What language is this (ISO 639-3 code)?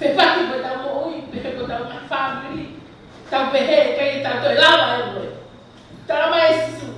ton